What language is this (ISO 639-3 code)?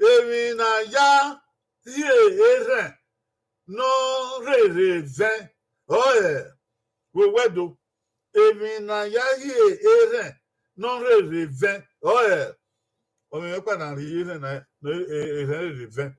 bin